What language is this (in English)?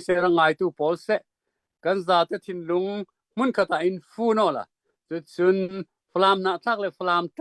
Hakha Chin